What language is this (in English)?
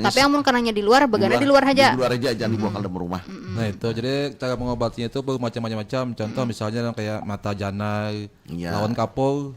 Banjar